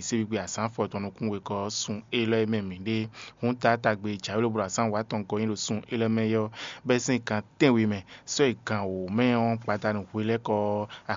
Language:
Fon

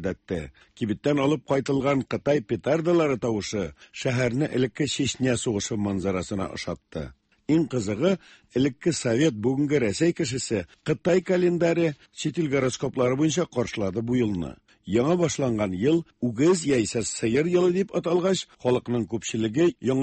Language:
Tatar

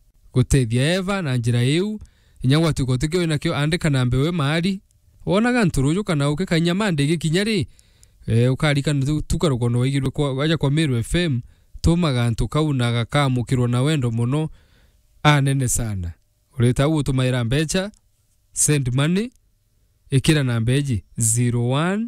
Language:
Meru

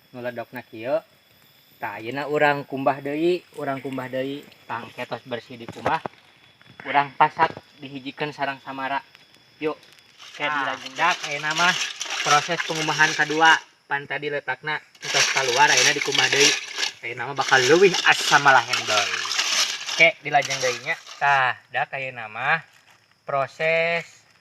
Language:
Sundanese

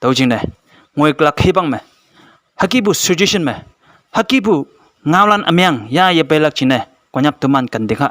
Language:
Konyak Naga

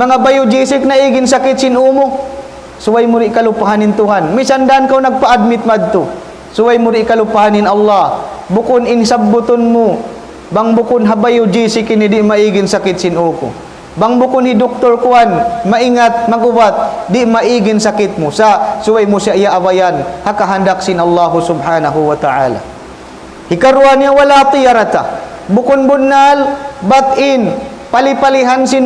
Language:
Tausug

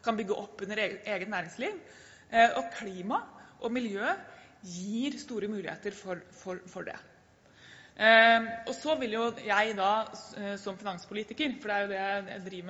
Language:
Norwegian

